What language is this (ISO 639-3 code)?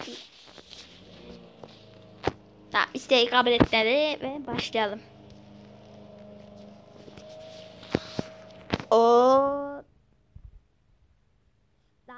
tur